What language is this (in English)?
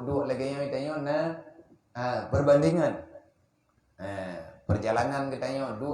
Achinese